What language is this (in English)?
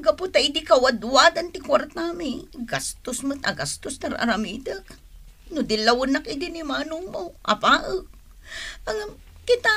Iloko